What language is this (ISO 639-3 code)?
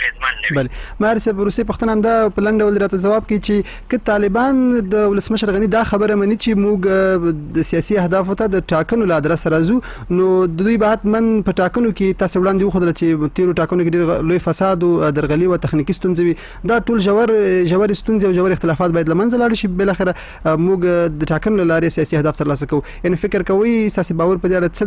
pus